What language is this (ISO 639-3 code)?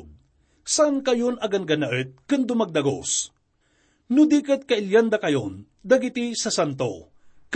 ilo